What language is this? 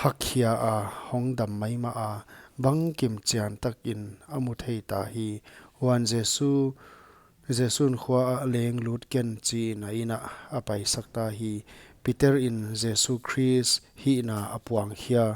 Paite Chin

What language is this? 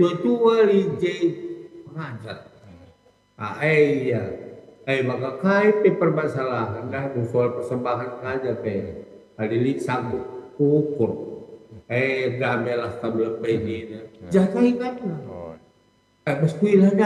Batak Karo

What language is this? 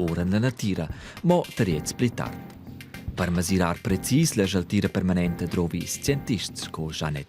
Romansh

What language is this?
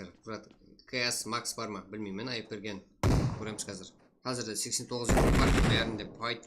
Kara-Kalpak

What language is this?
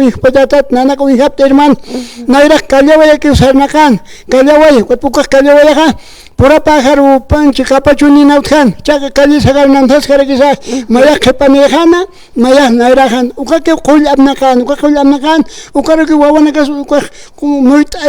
Aymara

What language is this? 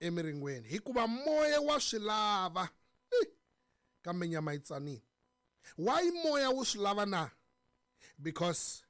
Tsonga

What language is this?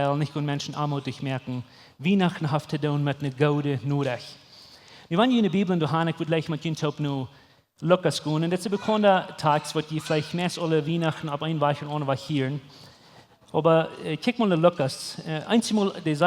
Plautdietsch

